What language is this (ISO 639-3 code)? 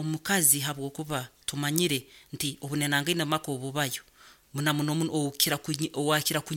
nyo